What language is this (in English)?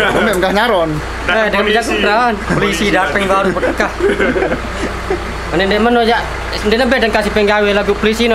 Sasak